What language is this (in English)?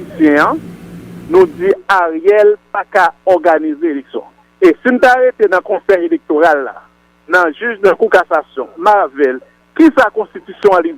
Haitian Creole